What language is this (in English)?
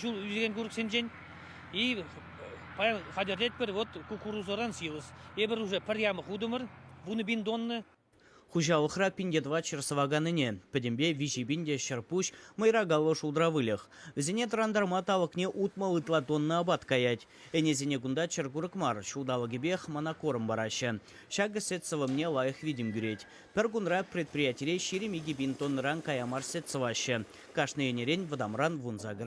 Chuvash